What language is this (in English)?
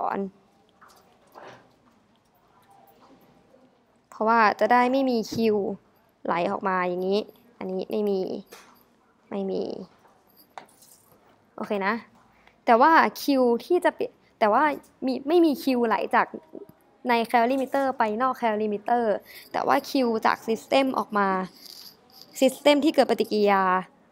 Thai